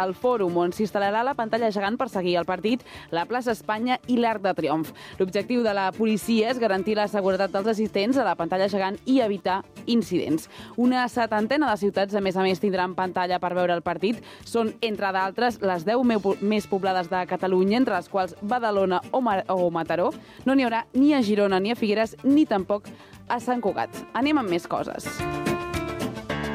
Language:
Catalan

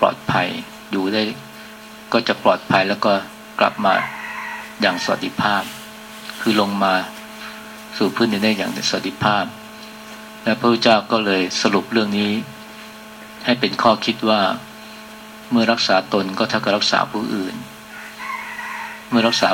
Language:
Thai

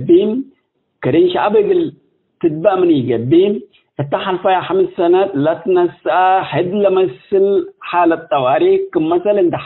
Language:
Tigre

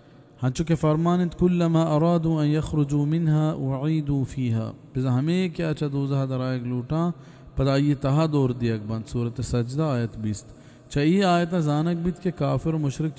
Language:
Baluchi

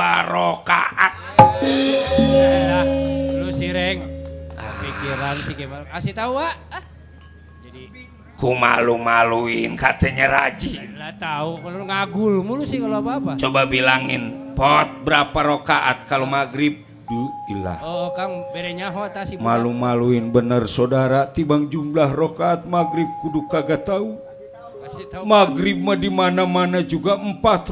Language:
Betawi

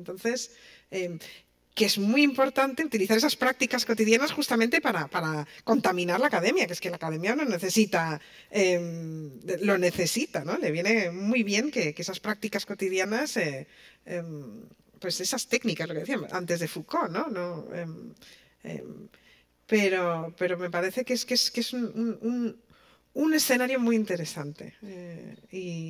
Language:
Spanish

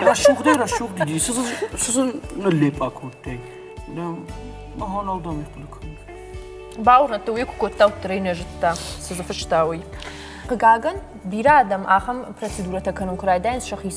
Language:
Ossetic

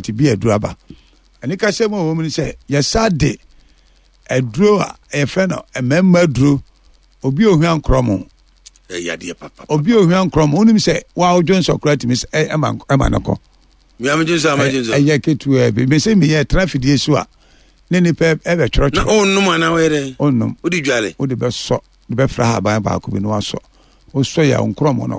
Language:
Akan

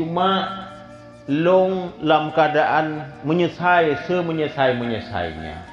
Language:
Achinese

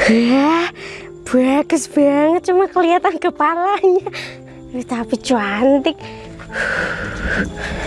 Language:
Indonesian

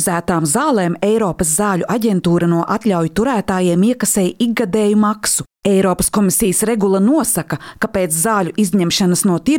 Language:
Latvian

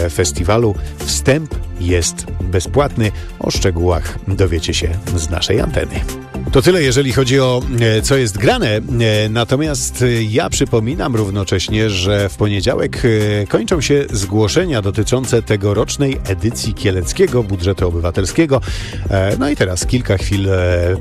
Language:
Polish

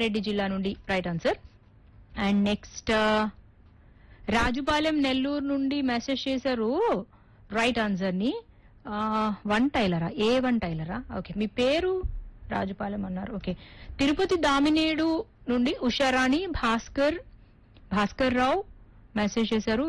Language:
Telugu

